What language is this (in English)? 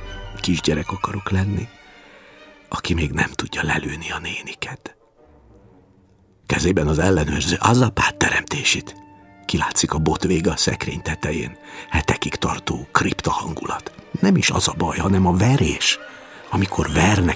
Hungarian